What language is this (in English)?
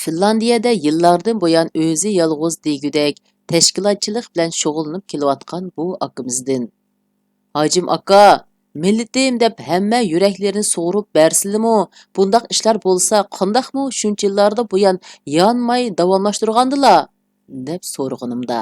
Uyghur